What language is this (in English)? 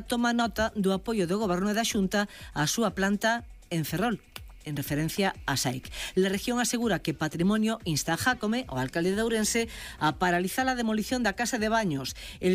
Galician